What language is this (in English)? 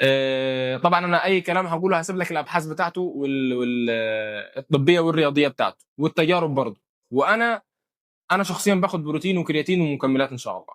Egyptian Arabic